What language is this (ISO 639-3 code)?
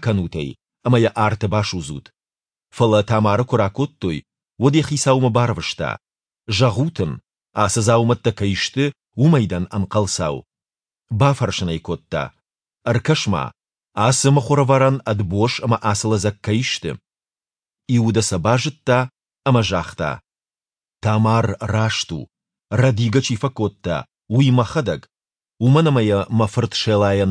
oss